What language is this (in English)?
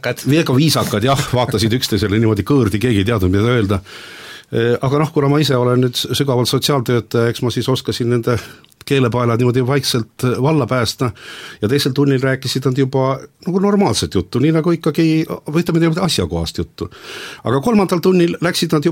Estonian